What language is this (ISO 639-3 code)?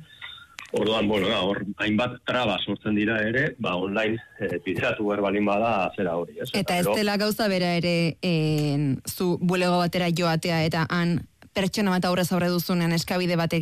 eus